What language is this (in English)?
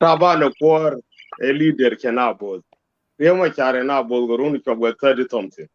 Nuer